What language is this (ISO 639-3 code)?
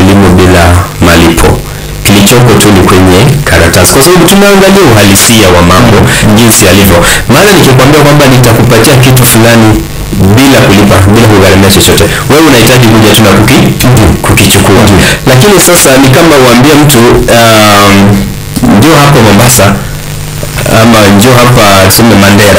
swa